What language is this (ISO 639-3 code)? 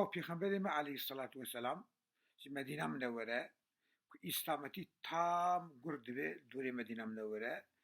kur